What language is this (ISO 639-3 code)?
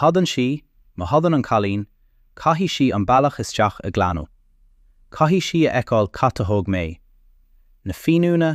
gle